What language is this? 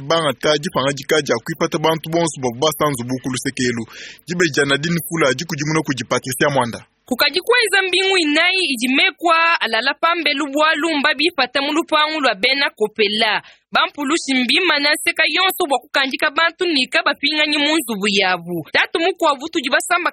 Luba-Lulua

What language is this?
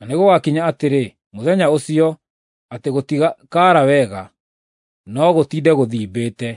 Kikuyu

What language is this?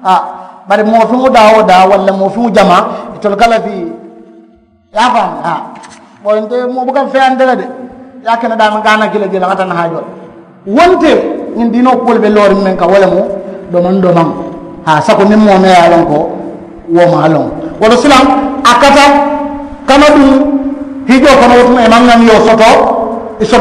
Mandingo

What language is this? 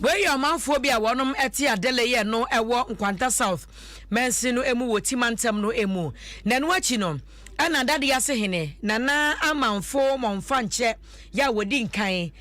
Akan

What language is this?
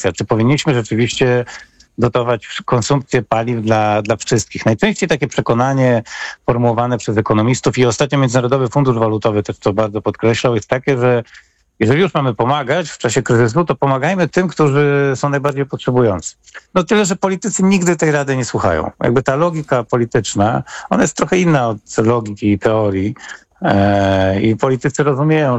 Polish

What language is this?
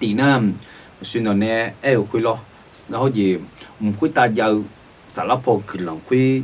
Akha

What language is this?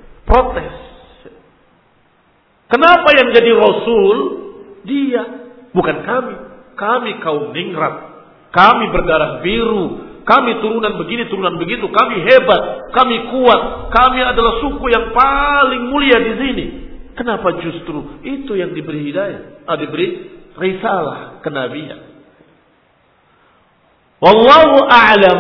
Indonesian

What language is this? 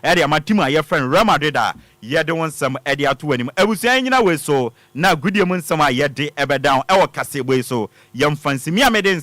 Akan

